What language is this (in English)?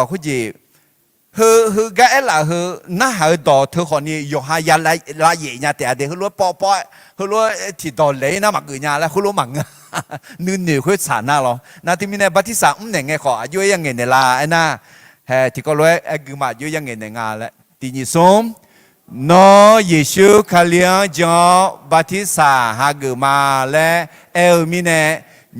Akha